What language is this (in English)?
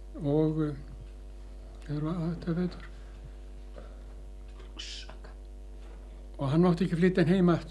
Icelandic